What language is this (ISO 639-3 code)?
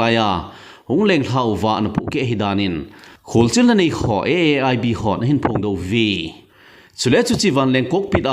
tcz